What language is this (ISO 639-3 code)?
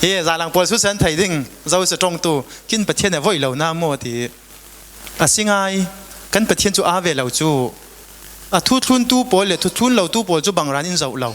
cfm